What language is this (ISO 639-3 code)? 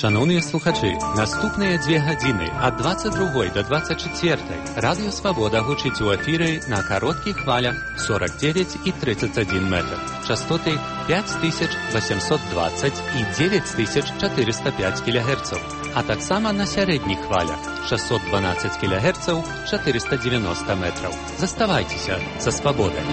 bel